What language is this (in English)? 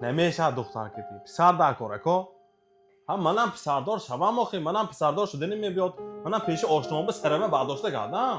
Tajik